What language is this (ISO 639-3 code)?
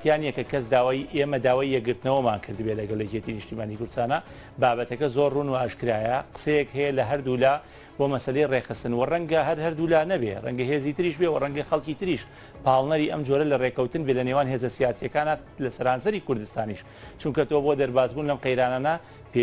ckb